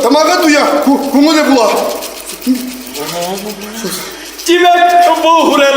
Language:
Bashkir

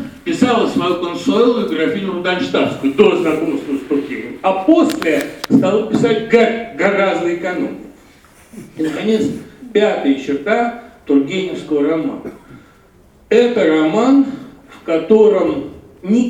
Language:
Russian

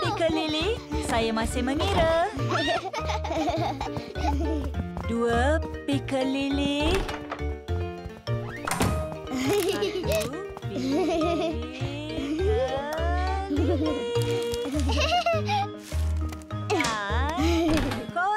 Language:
Malay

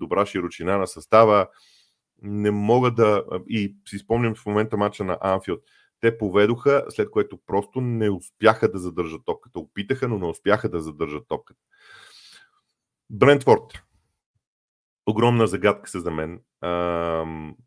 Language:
Bulgarian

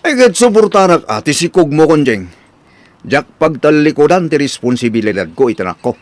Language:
Iloko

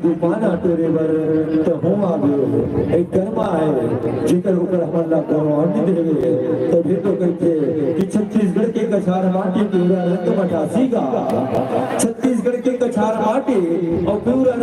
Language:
Chhattisgarhi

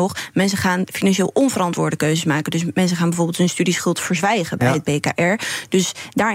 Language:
Dutch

